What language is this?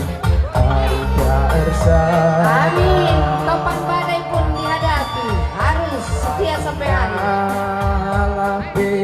Batak Karo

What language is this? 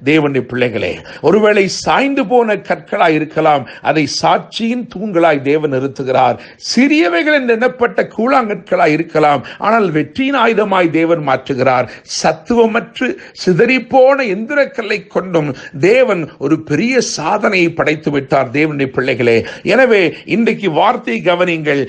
Tamil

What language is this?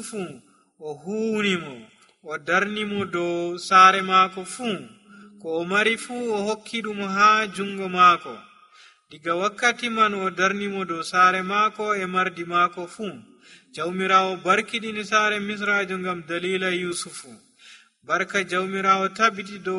Nigerian Fulfulde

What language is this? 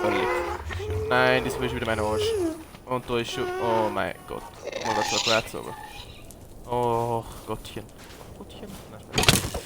Bavarian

